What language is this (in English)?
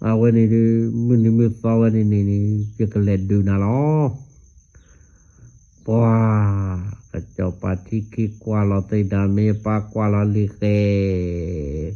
S'gaw Karen